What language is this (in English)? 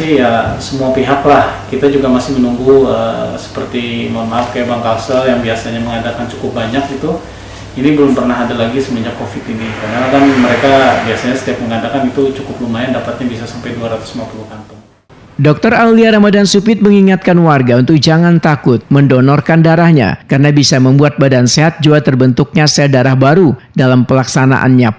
Banjar